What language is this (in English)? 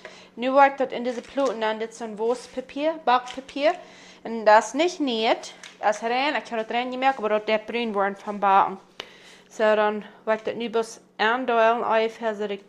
Plautdietsch